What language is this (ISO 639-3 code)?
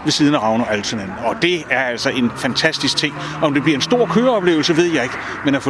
dan